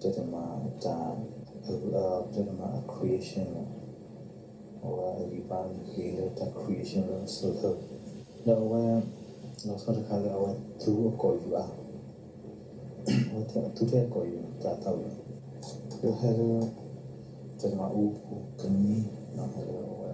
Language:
S'gaw Karen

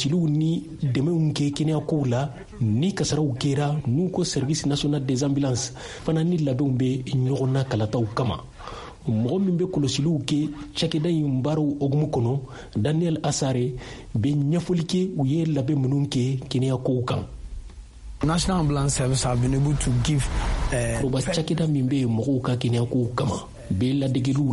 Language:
Bambara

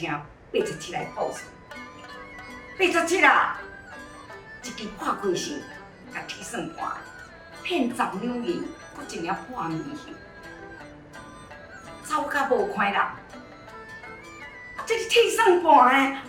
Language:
Min Nan Chinese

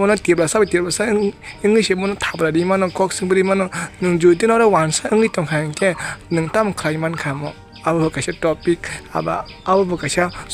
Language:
Kok Borok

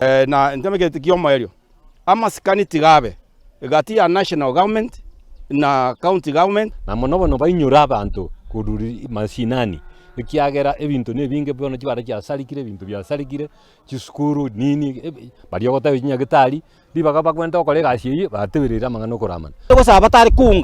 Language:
Gusii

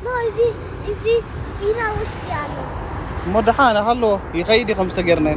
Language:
Tigrinya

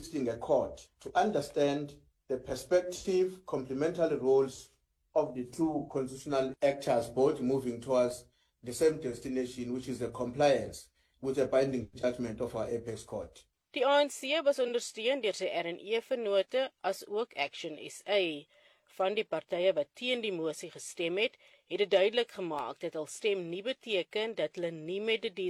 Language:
Afrikaans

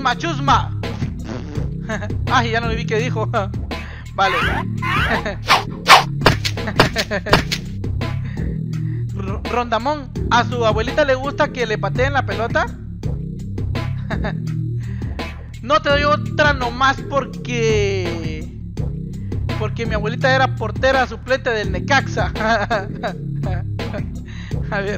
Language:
Spanish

